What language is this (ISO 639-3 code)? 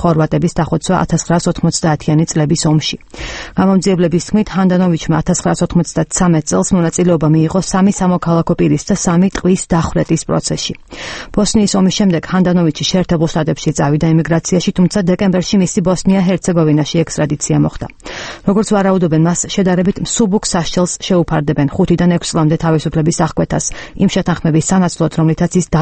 kat